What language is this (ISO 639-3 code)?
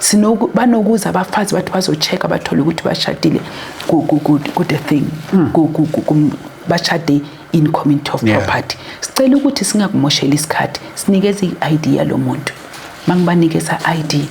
zul